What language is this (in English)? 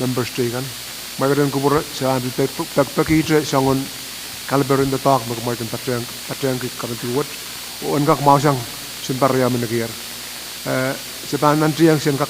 Pohnpeian